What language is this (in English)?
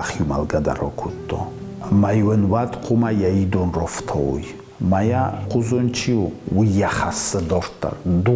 Ossetic